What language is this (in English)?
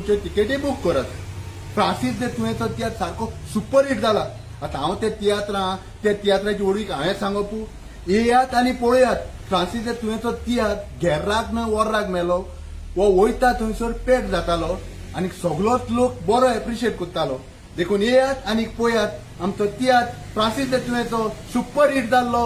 Konkani